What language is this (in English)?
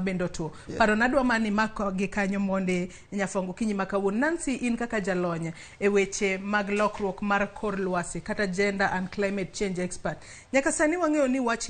Luo (Kenya and Tanzania)